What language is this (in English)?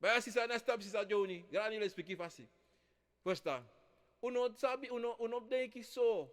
Sranan Tongo